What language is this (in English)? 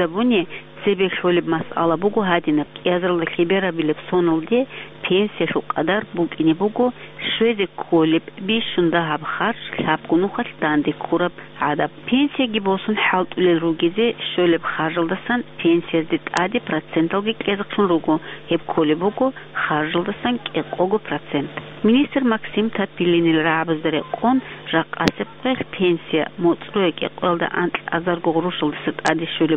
Avaric